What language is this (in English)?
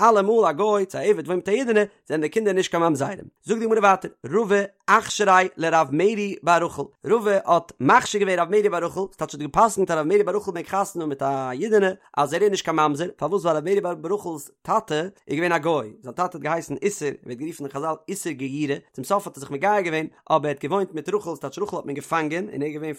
Yiddish